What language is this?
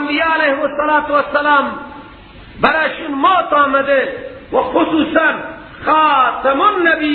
Persian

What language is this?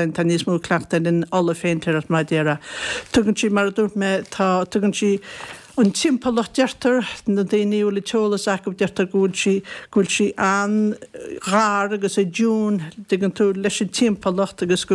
Irish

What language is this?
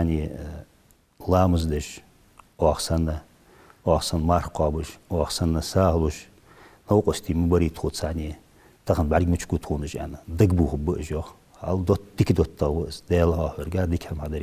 Ingush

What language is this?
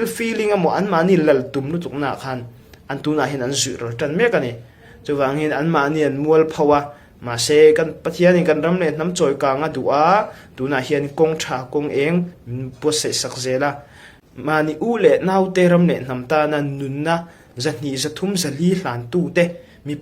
Hakha Chin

